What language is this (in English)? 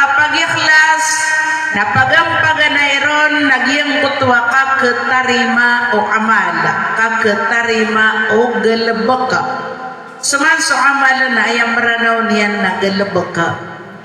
Maranao